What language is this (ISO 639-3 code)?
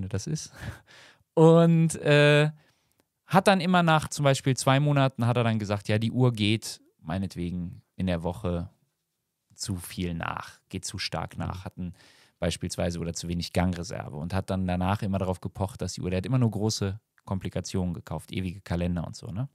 deu